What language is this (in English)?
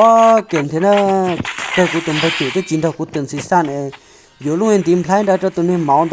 Hmong